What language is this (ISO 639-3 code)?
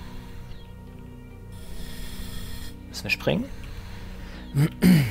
deu